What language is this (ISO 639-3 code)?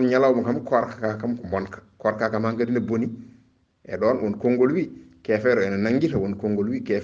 ful